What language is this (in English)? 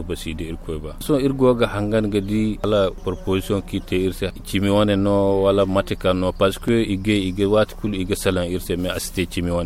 Zarma